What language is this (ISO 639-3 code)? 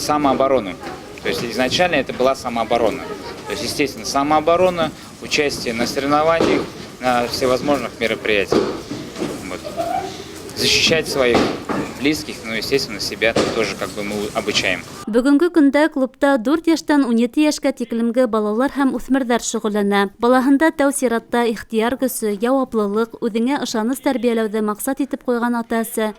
bak